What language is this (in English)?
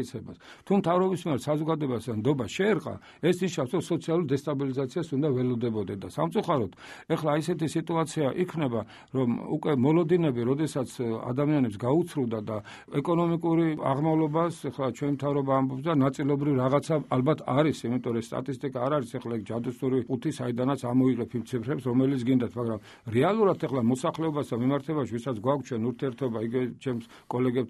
Georgian